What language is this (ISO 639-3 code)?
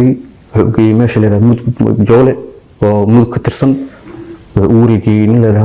som